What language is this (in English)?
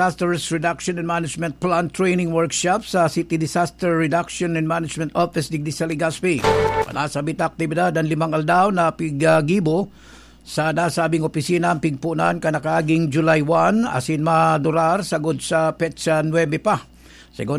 Bikol